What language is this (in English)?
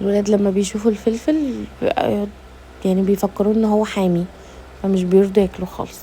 Egyptian Arabic